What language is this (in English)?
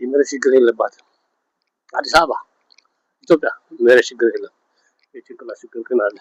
Amharic